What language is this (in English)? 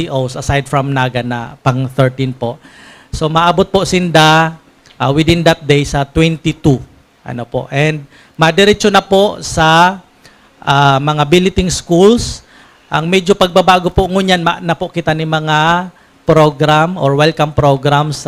Bikol